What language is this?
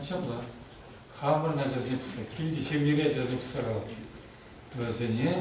Chuvash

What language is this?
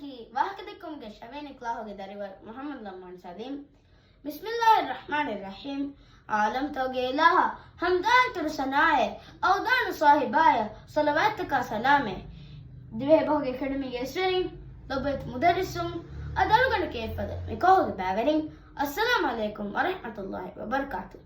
Divehi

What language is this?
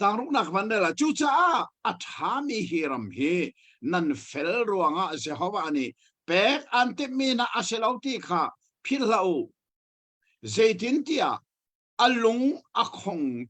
Hakha Chin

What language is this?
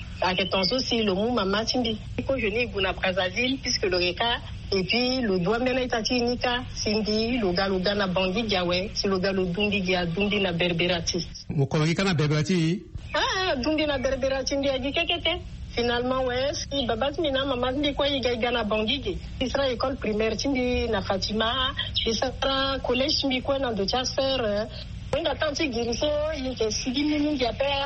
Sango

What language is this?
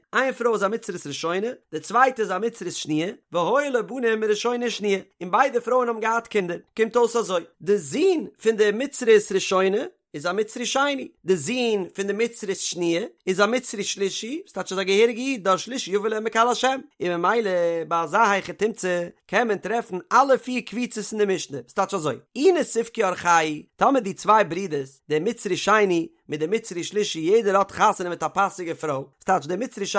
Yiddish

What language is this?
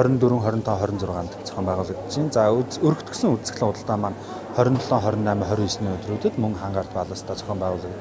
Mongolian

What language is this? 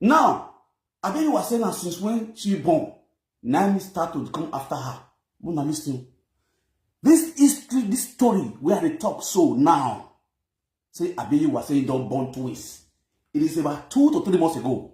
Nigerian Pidgin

